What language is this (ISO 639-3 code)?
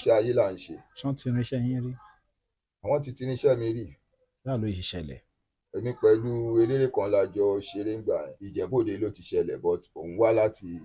yor